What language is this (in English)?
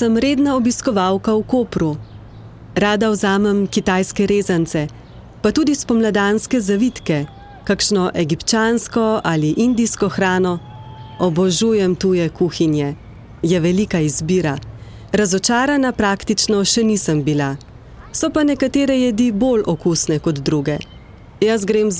Slovenian